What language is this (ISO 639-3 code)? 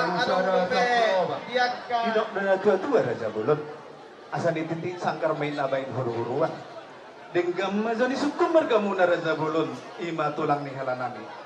bbc